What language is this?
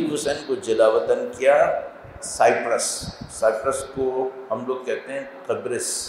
Urdu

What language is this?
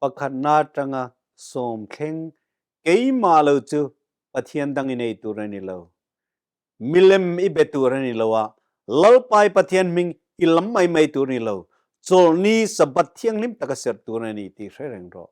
Mizo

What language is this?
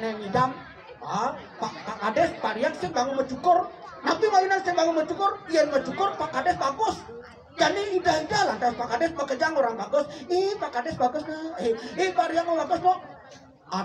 Balinese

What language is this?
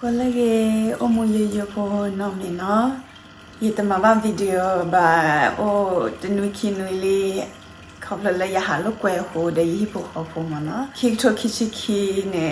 S'gaw Karen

